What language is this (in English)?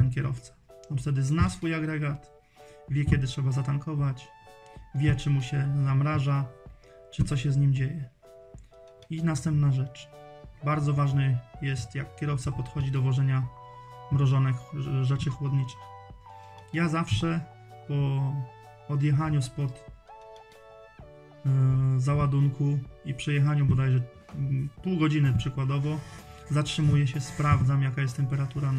Polish